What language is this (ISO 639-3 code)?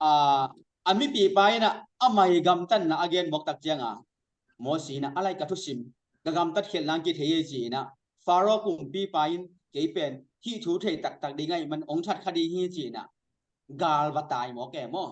ctd